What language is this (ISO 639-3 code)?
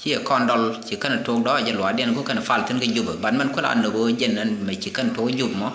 nus